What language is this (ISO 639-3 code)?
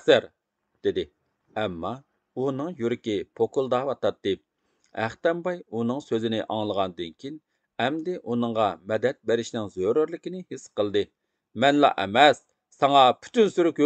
uig